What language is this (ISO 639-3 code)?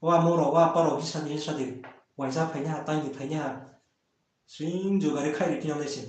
ria